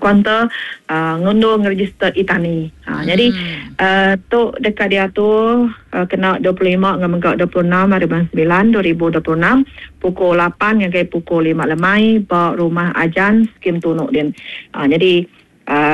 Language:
Iban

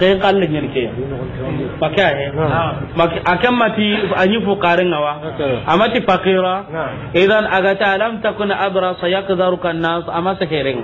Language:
Soninke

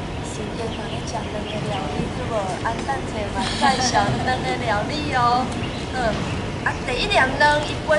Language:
Min Nan Chinese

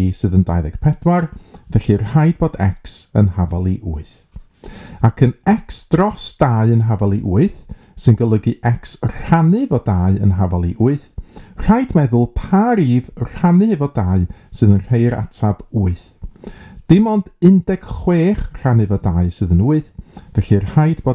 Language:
Welsh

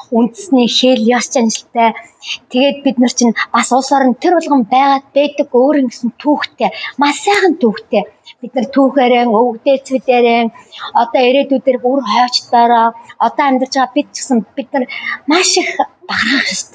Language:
Mongolian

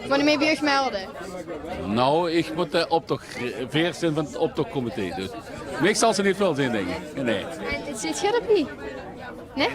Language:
Limburgish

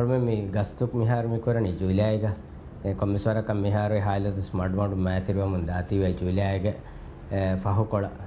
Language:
Divehi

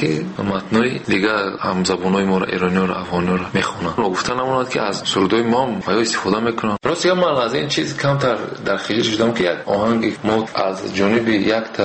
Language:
Tajik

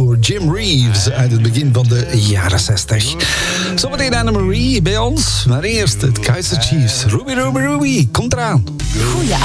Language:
Dutch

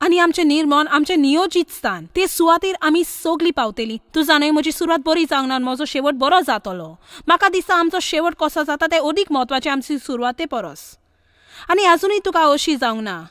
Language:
Konkani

